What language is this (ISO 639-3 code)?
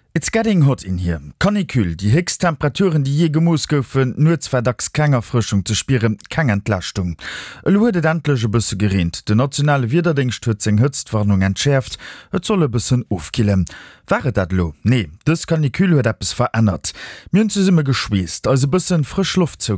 ltz